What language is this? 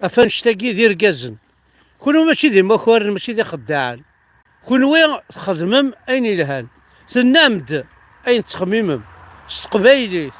Kabyle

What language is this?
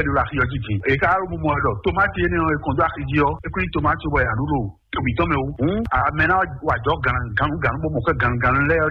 Fon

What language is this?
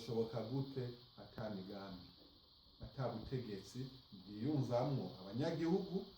Rundi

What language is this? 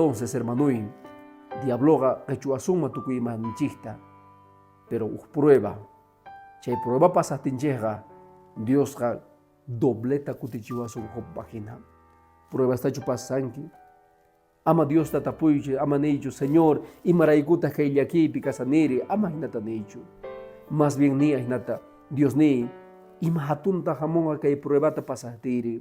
Quechua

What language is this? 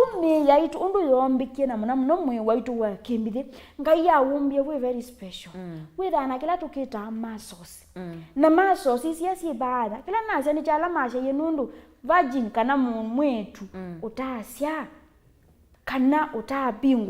Kamba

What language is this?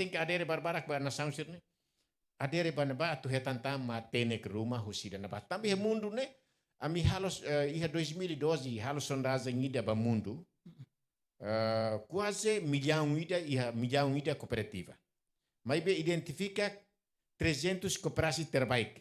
Tetum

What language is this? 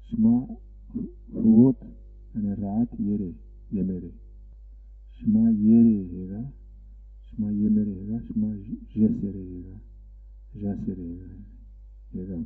Zaza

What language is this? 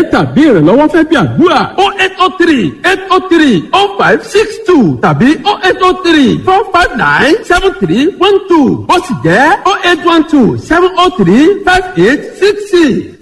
Yoruba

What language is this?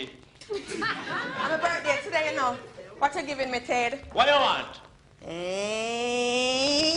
Jamaican Creole English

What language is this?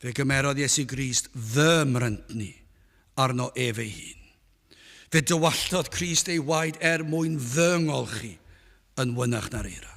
Welsh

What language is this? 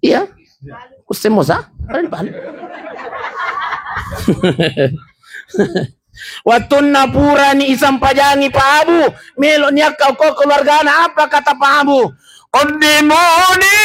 Buginese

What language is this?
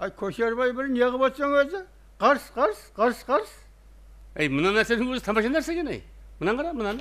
Kara-Kalpak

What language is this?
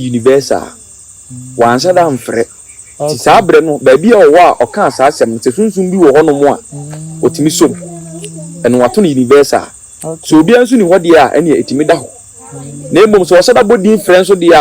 Akan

